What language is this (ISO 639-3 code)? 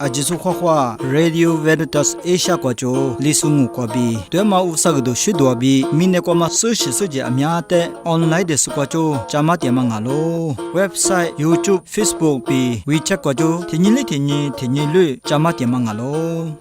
lis